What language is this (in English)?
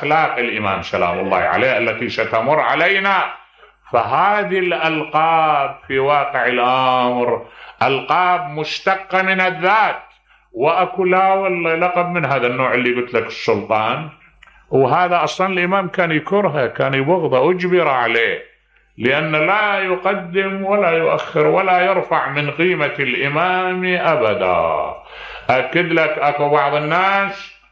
Mesopotamian Arabic